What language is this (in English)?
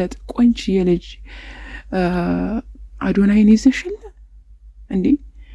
Amharic